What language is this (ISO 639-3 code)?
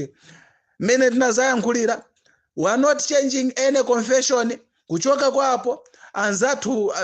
nya